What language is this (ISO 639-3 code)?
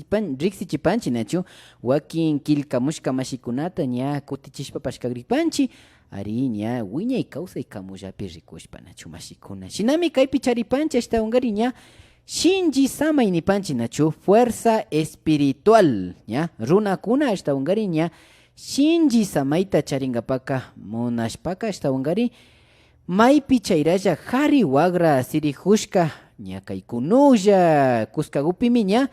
qvi